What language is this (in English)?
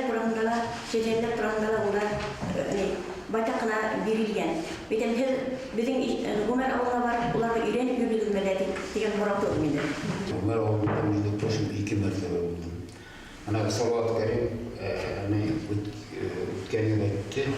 Bashkir